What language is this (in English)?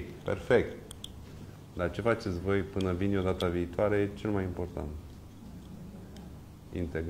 Romanian